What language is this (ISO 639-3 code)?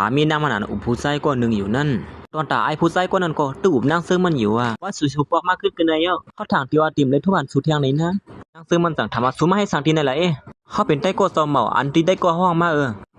shn